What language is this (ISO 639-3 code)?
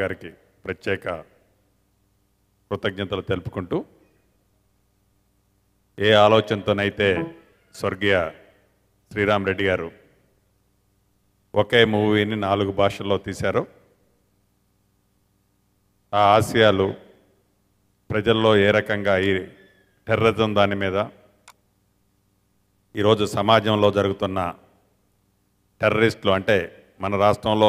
tel